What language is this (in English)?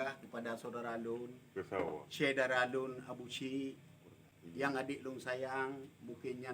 Achinese